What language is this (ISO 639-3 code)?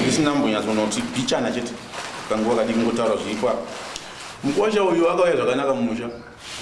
sna